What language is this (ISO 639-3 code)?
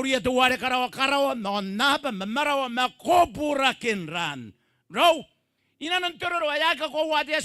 gil